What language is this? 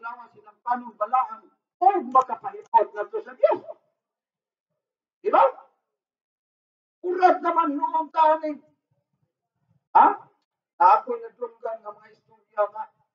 Cebuano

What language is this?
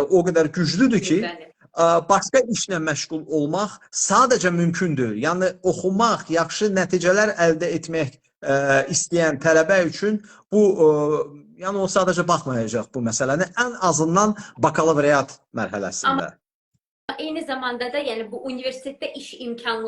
Azerbaijani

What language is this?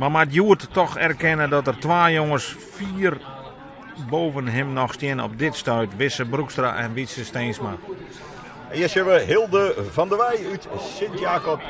Western Frisian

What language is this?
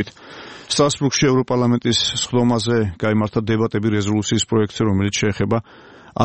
Georgian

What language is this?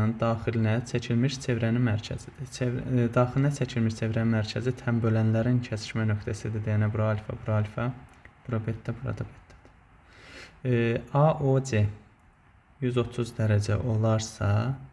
Azerbaijani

